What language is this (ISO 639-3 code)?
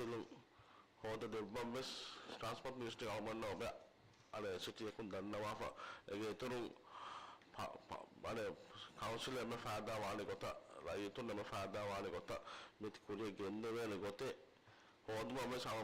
div